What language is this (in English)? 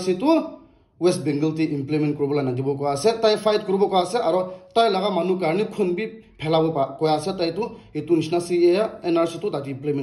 Naga Pidgin